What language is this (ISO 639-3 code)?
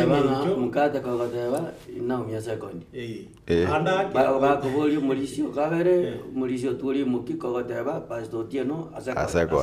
guz